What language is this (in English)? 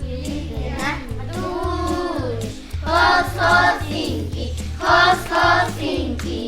Poqomchi'